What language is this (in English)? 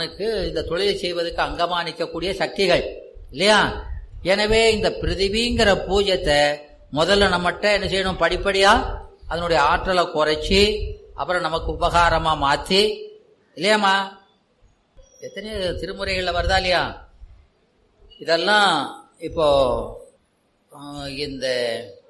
Tamil